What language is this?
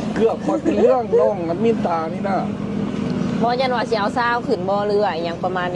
Lao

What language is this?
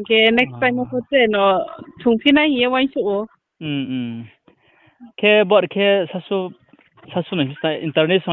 Riang (India)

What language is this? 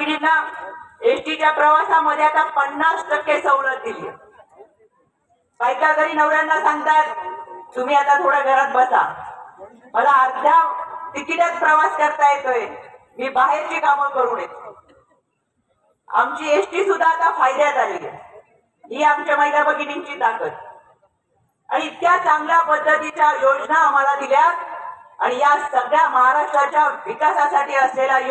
Marathi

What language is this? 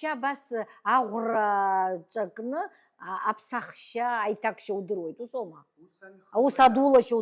Abkhazian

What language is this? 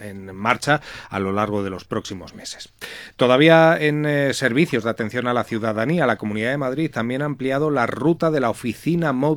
Spanish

